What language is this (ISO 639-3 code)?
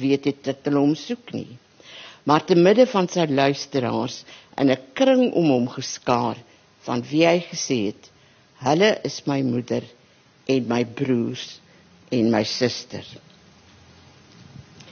afr